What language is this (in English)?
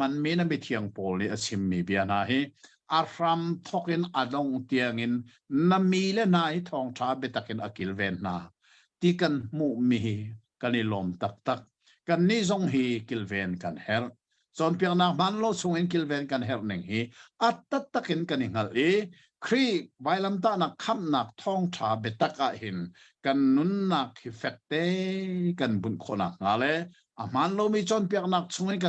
Hakha Chin